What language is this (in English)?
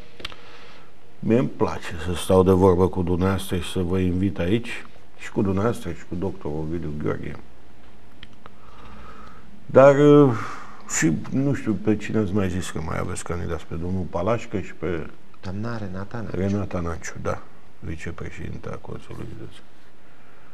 Romanian